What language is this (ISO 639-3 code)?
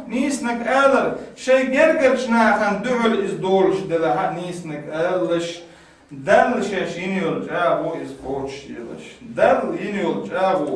che